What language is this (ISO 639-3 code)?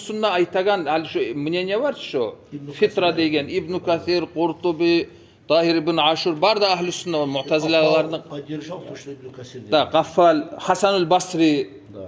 kum